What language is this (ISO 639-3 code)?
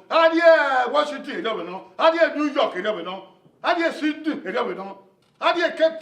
bin